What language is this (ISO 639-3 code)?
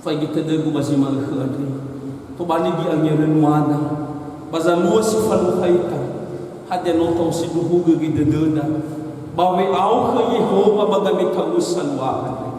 nia